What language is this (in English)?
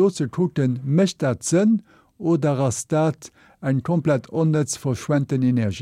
Luxembourgish